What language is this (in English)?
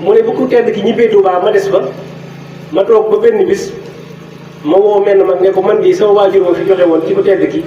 Wolof